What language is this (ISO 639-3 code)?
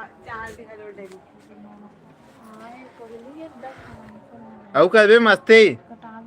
hne